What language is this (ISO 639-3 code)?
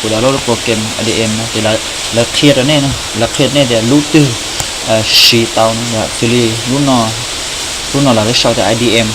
hmn